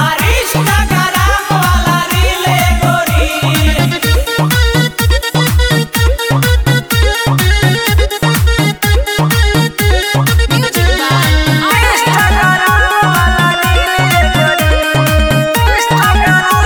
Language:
Bhojpuri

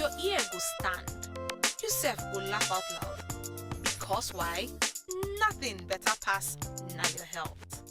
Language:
Nigerian Pidgin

